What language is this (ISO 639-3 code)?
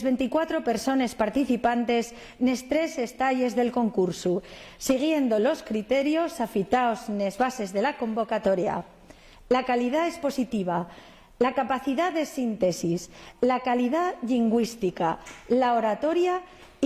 ast